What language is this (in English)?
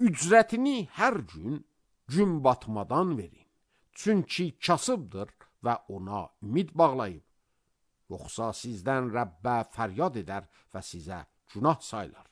Azerbaijani